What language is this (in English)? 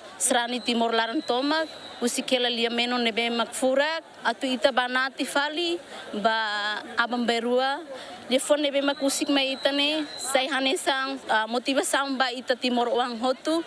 Tetum